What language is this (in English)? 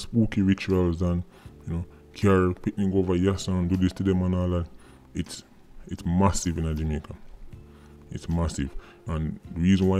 Jamaican Creole English